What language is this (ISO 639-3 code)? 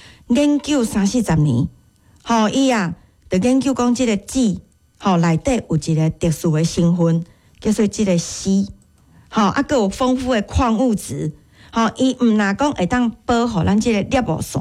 nan